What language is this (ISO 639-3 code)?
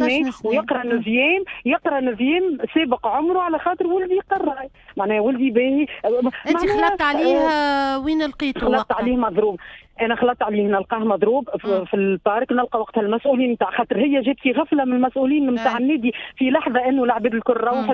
aeb